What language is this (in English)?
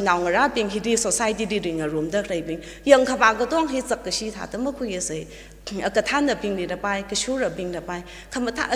Tangkhul Naga (India)